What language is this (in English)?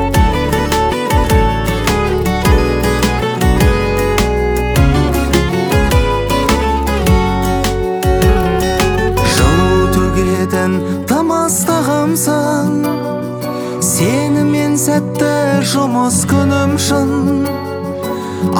Kazakh